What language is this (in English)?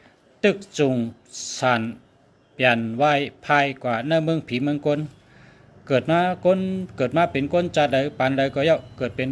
Shan